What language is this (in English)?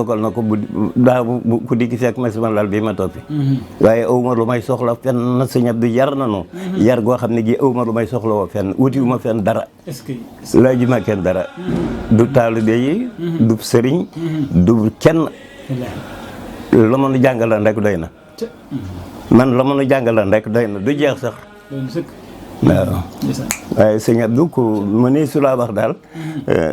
Wolof